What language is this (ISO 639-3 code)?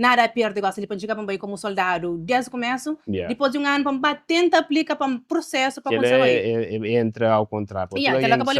kea